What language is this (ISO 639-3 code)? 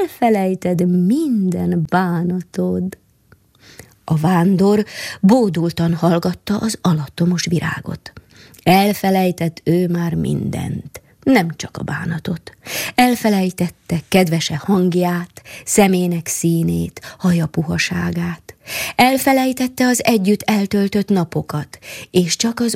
hun